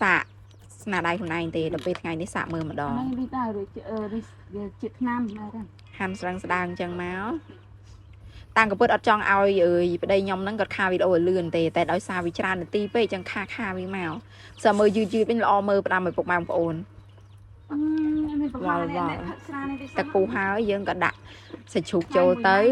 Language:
Khmer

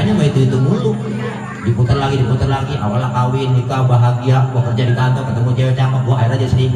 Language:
Betawi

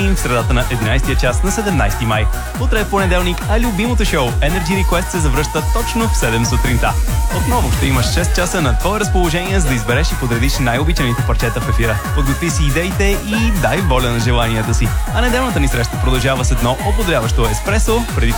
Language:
Bulgarian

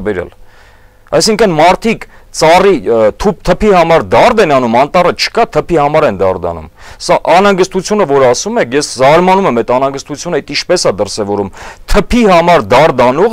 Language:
Armenian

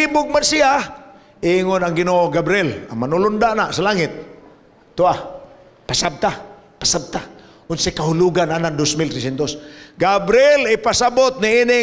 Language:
Cebuano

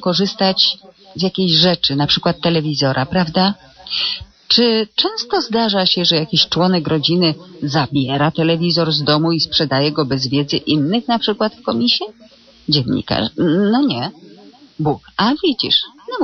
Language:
Polish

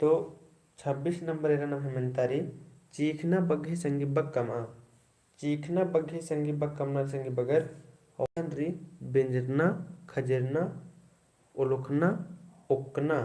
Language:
Kurukh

